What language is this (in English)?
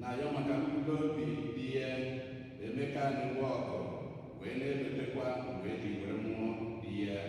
Igbo